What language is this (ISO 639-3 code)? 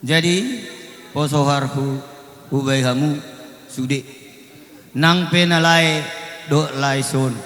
bts